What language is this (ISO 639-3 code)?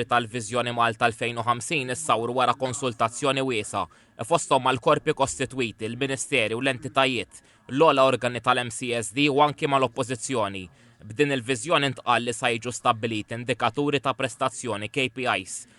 mlt